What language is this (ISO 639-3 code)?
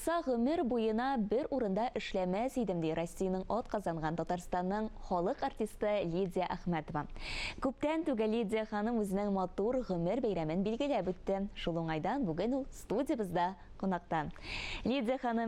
tat